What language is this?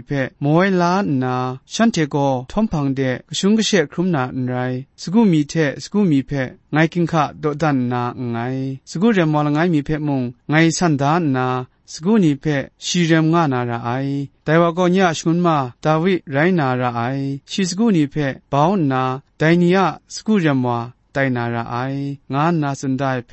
Kachin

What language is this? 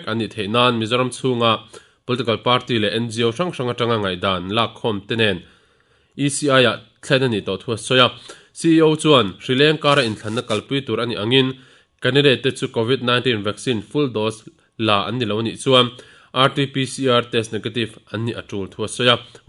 Mizo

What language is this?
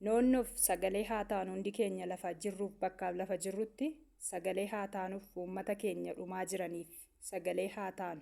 Oromo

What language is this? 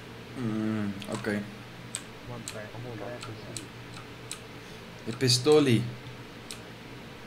Afrikaans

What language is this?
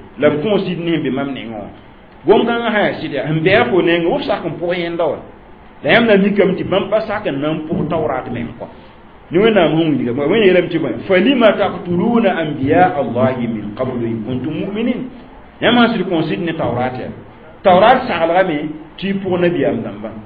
Mossi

